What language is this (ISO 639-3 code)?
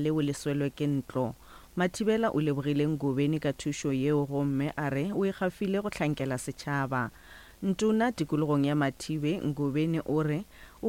nso